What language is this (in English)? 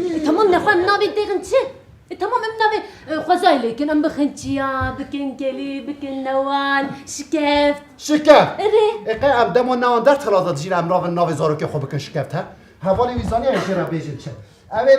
Kurdish